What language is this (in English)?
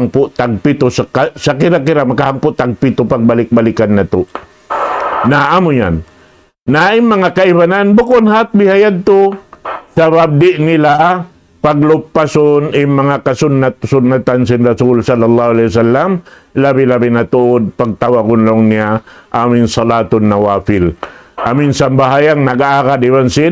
Tausug